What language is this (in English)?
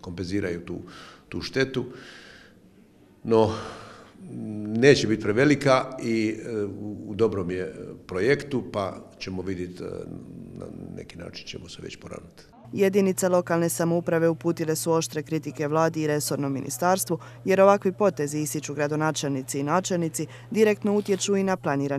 Croatian